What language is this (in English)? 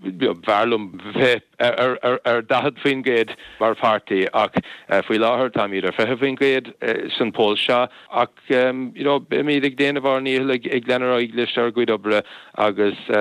Irish